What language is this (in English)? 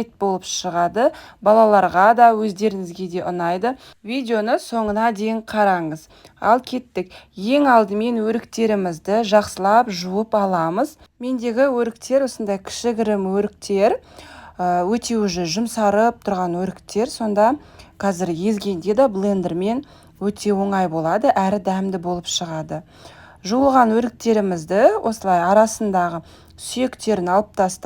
Kazakh